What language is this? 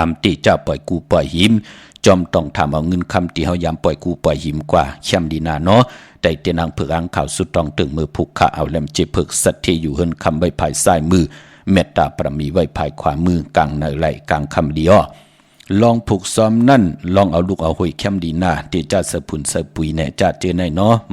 Shan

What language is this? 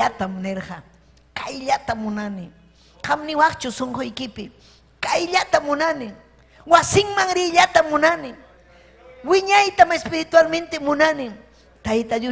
Ayacucho Quechua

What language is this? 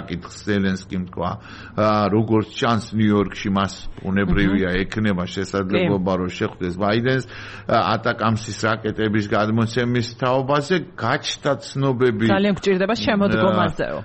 Georgian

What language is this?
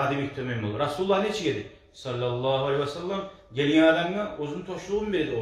Kumyk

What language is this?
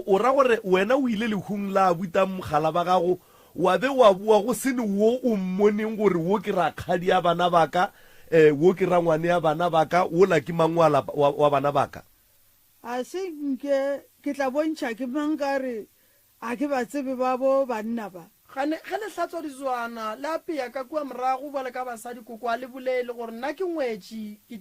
Northern Sotho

